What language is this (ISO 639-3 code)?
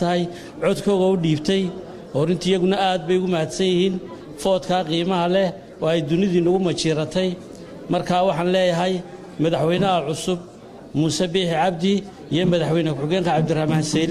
som